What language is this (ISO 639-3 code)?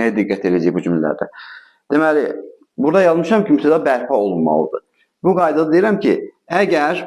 aze